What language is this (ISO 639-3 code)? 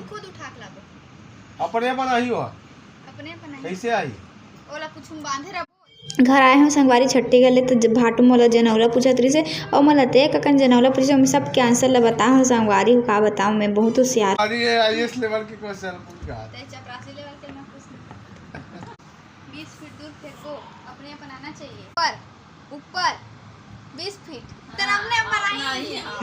hne